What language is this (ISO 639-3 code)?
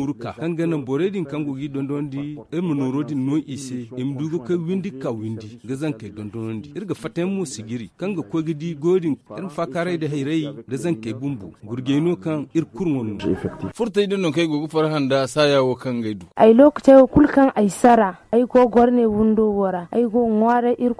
dje